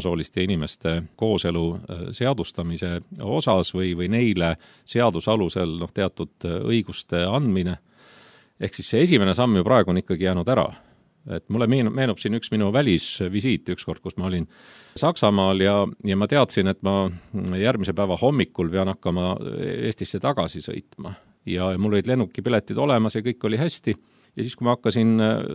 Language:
Estonian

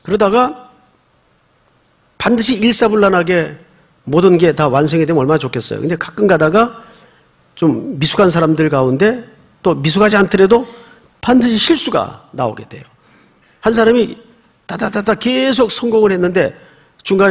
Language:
Korean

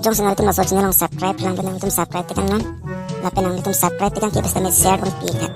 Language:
Karbi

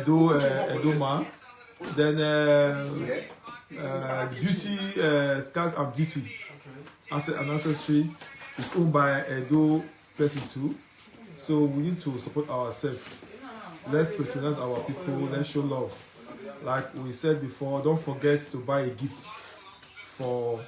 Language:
Nigerian Pidgin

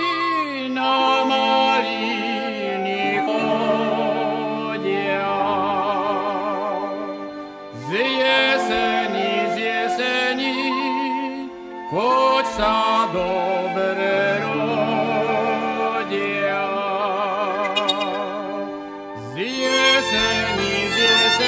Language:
Slovak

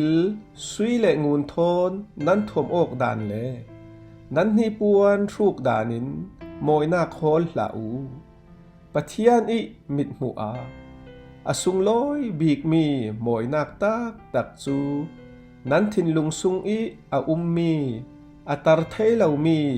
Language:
Falam Chin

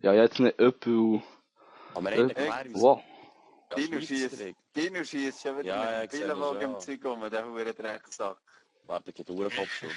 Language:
Swiss German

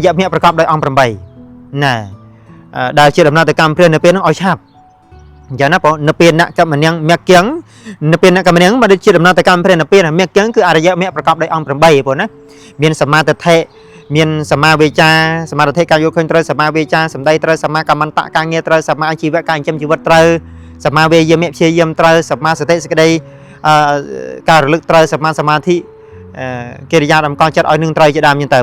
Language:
Khmer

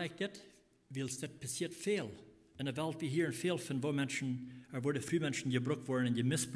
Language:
Plautdietsch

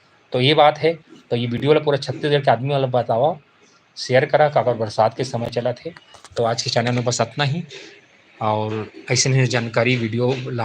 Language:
Chhattisgarhi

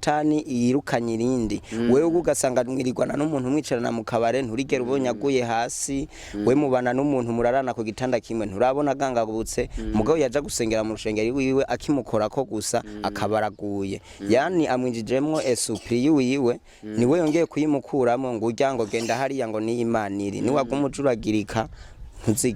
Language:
Rundi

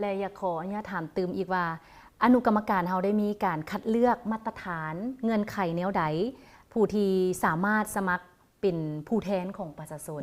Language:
Lao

